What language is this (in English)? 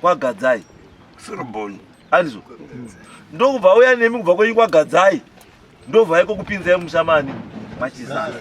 Shona